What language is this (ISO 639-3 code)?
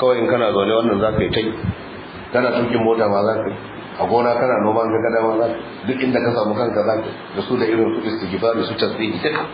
hau